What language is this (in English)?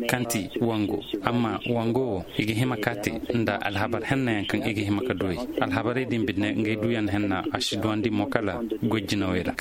Koyraboro Senni